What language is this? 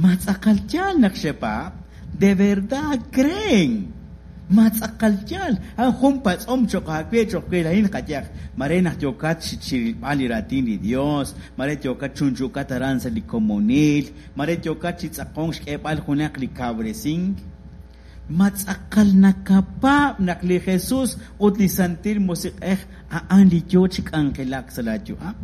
Kekchí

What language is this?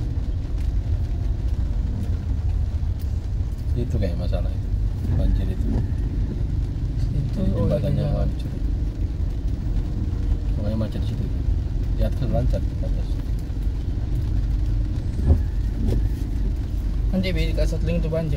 Indonesian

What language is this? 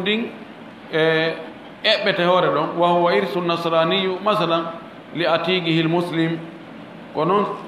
Fula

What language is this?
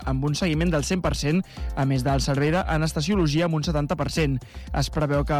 Catalan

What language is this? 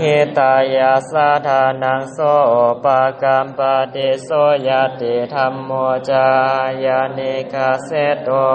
Pali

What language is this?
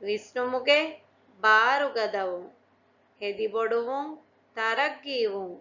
Divehi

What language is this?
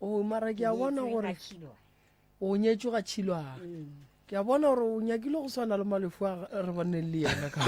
Northern Sotho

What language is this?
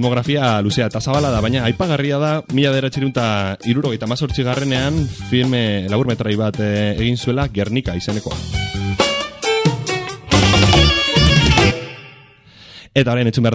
Basque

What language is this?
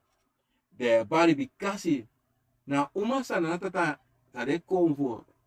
Sranan Tongo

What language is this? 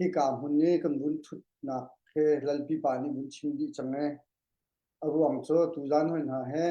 Hakha Chin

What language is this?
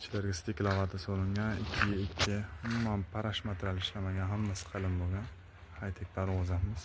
Uzbek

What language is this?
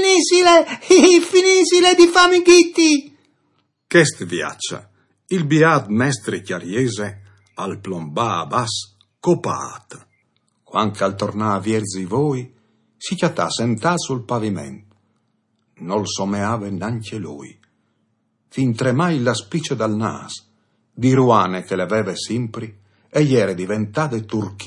Friulian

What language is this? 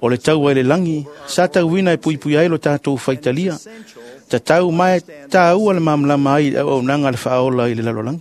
Samoan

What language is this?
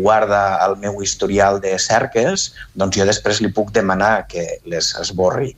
Catalan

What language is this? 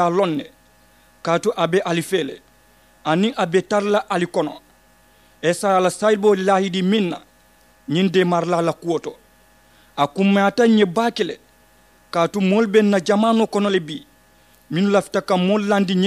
Mandingo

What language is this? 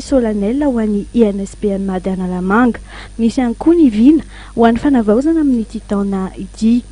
Malagasy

